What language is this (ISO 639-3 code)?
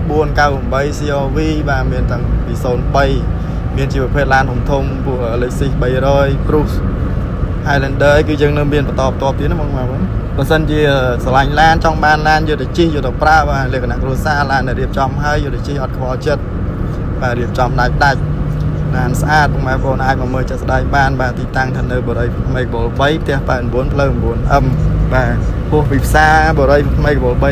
khm